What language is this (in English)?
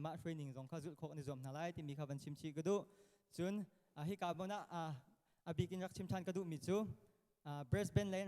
Hakha Chin